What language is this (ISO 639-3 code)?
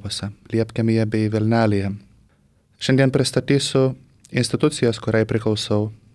lit